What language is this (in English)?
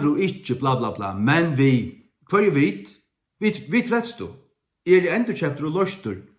Faroese